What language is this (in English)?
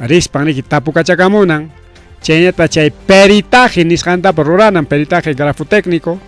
Ayacucho Quechua